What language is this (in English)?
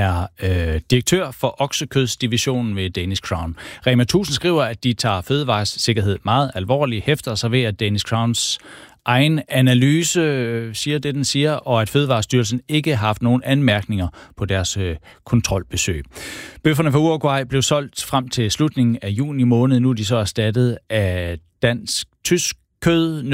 Danish